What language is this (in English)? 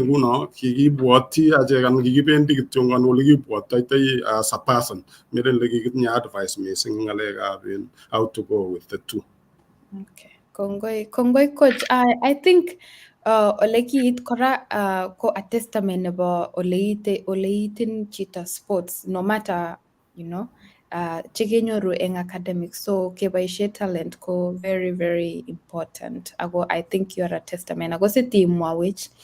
Kalenjin